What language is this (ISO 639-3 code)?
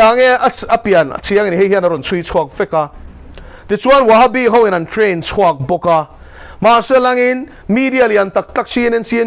lus